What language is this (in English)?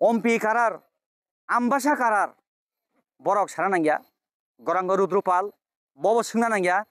Kok Borok